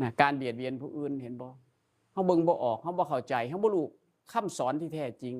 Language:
Northeastern Thai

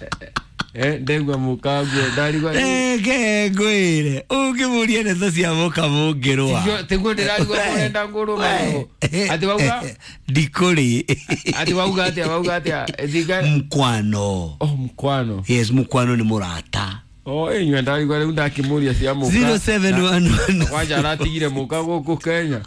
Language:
Kikuyu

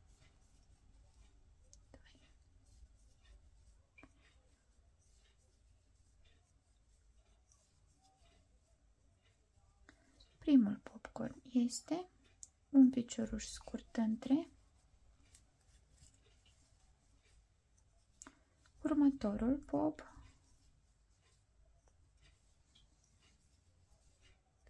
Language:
Romanian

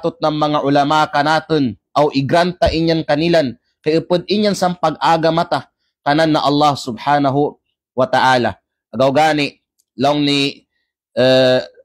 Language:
Kalagan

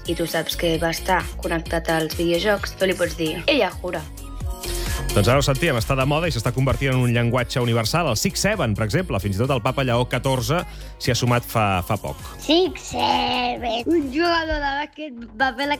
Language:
Catalan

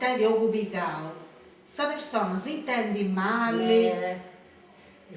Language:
Sardinian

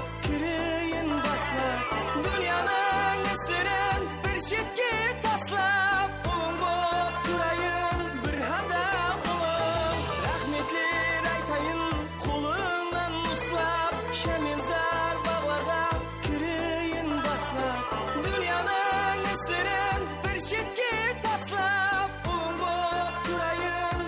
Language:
Kara-Kalpak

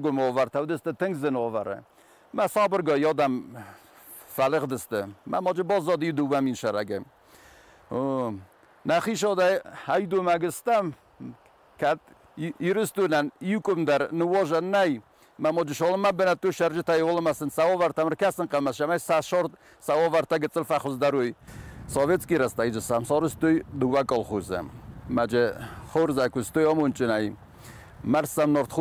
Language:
Ossetic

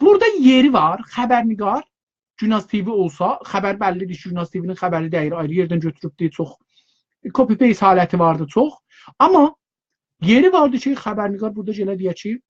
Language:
South Azerbaijani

